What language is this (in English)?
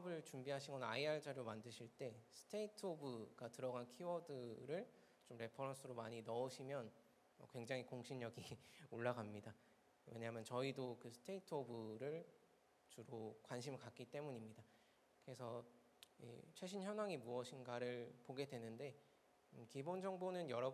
Korean